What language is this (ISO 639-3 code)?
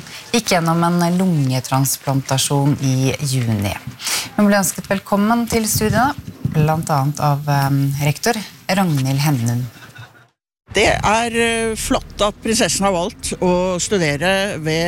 nor